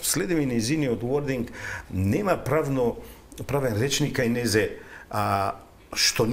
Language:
Macedonian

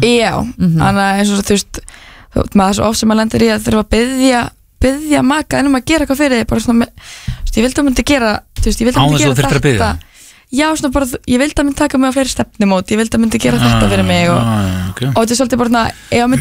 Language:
Icelandic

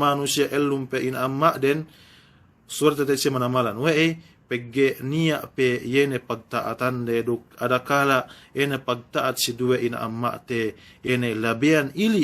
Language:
Yakan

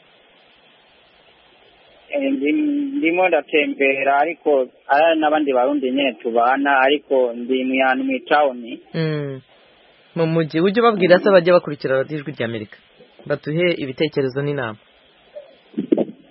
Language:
Kinyarwanda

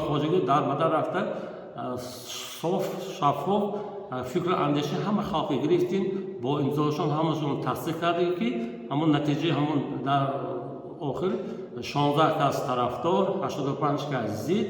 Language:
Tajik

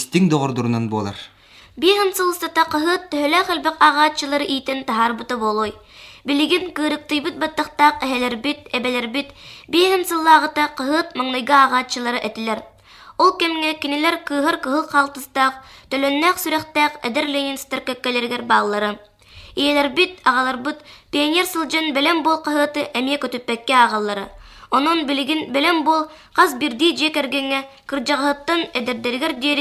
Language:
Yakut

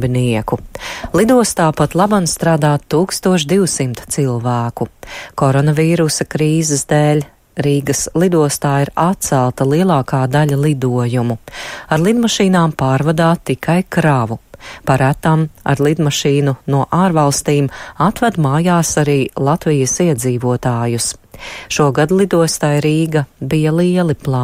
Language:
Latvian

